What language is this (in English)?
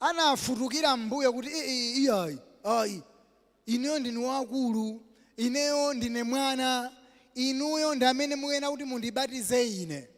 Nyanja